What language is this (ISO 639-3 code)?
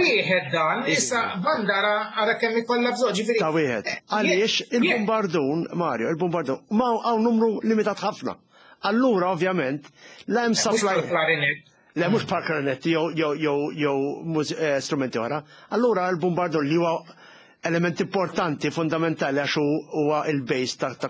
mlt